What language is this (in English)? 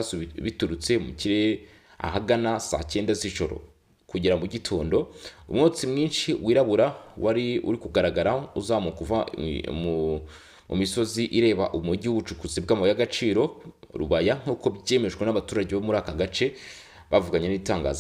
Kinyarwanda